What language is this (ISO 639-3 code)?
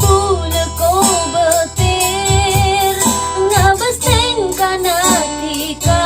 mad